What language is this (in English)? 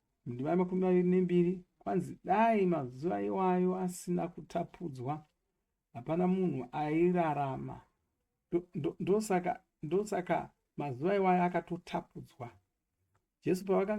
Shona